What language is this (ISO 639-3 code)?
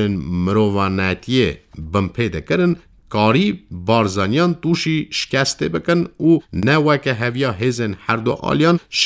kur